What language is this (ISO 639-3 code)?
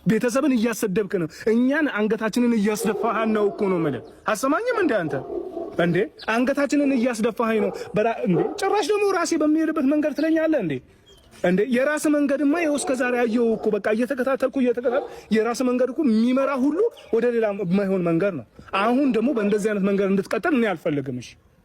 amh